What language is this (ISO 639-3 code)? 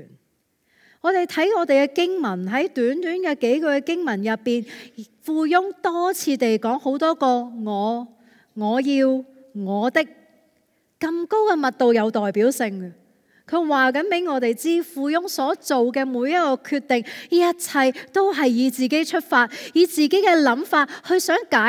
yue